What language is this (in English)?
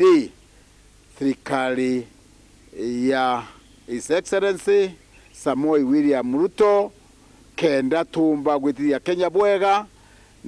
Meru